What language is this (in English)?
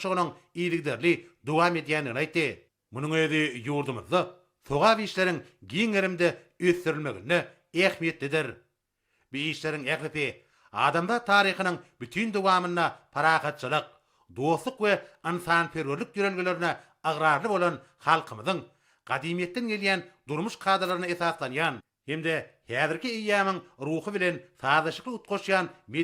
Turkmen